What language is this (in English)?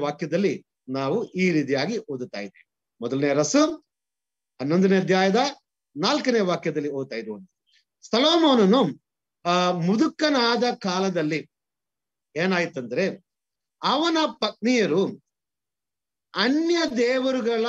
Kannada